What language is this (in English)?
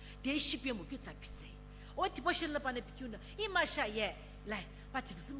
Sumi Naga